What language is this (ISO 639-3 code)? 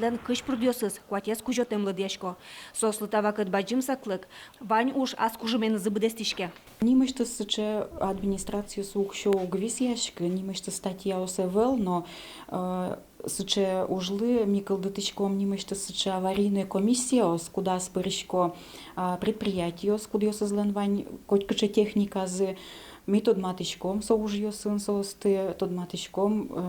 udm